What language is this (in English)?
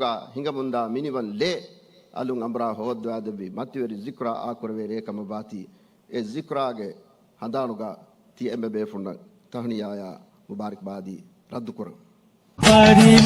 Divehi